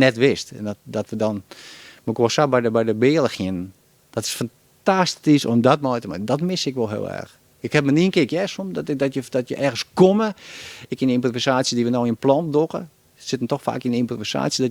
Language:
Western Frisian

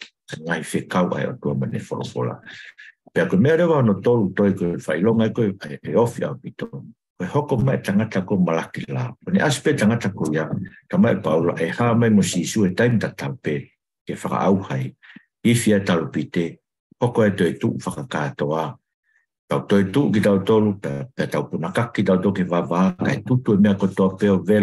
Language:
Tongan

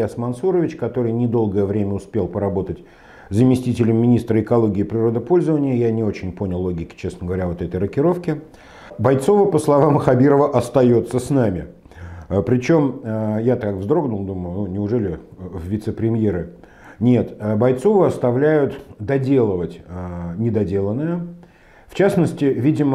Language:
Russian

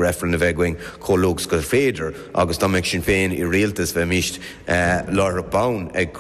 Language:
Irish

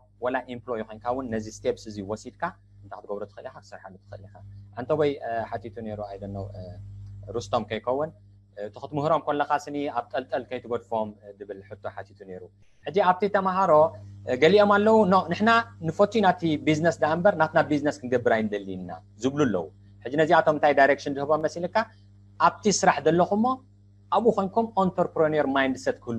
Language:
Tigrinya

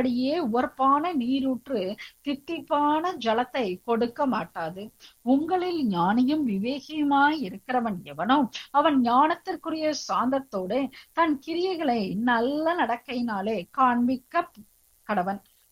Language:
Tamil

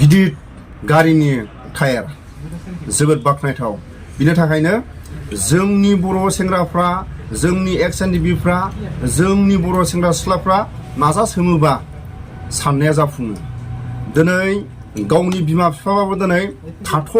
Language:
Bodo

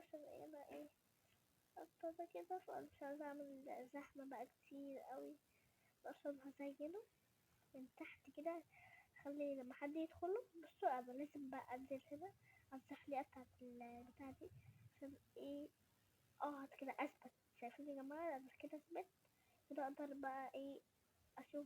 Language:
Egyptian Arabic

